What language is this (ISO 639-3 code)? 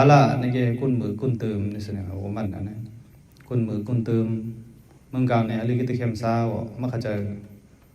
mnw